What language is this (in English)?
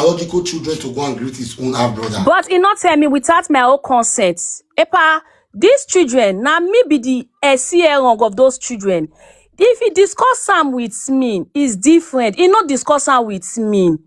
Nigerian Pidgin